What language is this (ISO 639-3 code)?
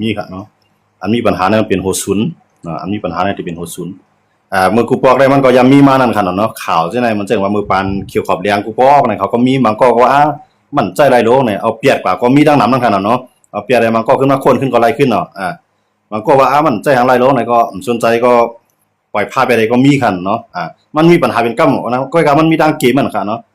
shn